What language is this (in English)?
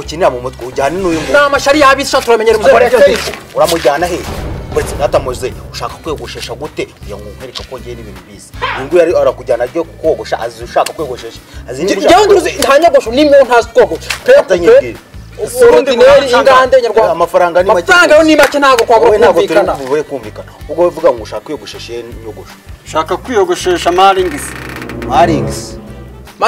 Kinyarwanda